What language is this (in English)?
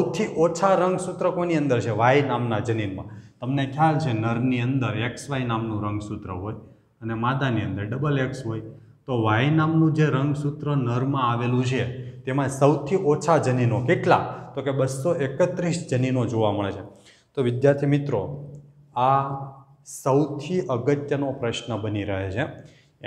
Gujarati